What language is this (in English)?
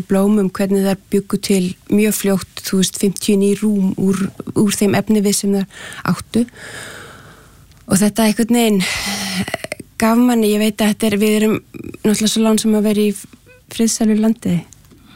Icelandic